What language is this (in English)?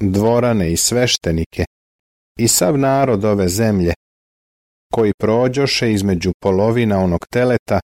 Serbian